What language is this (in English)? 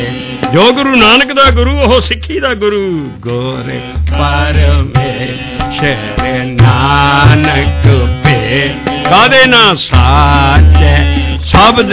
Punjabi